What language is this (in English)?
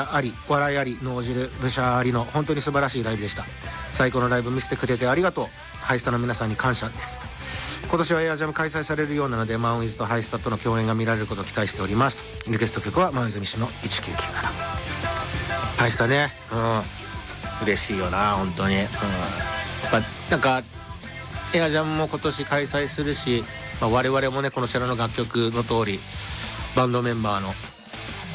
Japanese